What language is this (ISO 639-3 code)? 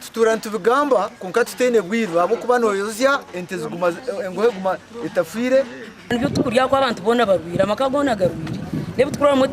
nyn